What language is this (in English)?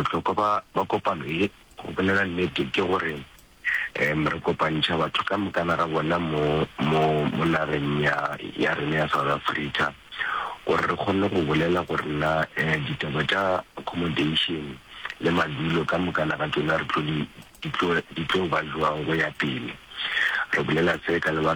Northern Sotho